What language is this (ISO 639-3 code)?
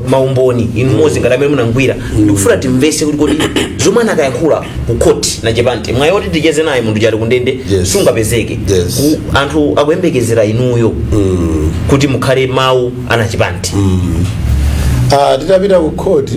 nya